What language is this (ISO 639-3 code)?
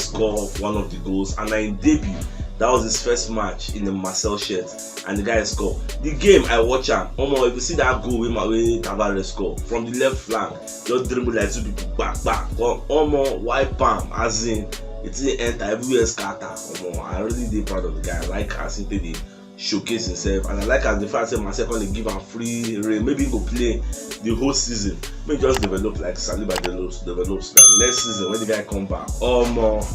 pcm